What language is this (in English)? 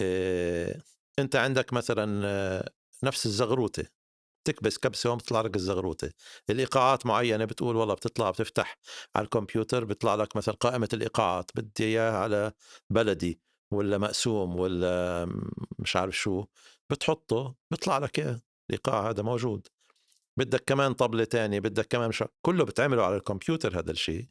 North Levantine Arabic